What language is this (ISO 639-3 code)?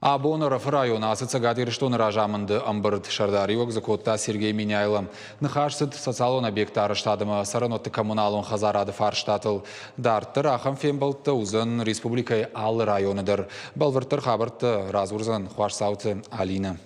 oss